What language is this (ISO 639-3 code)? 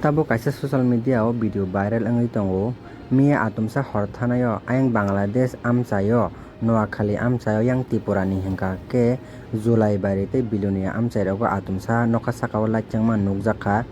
trp